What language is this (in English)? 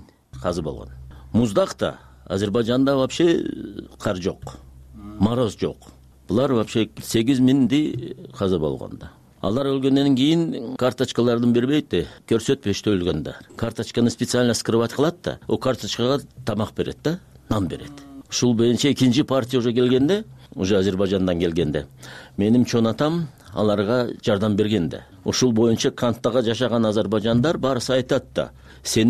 Kyrgyz